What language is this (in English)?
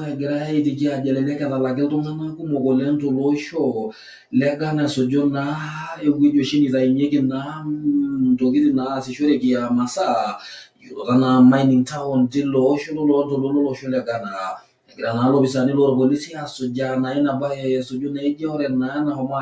Masai